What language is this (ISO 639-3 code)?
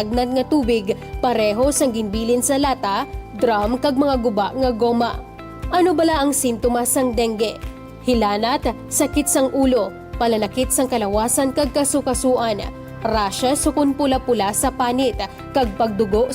hil